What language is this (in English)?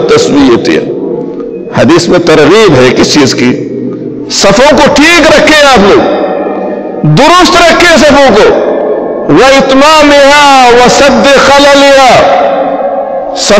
Urdu